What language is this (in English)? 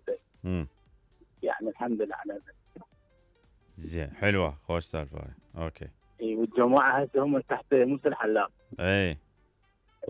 Mesopotamian Arabic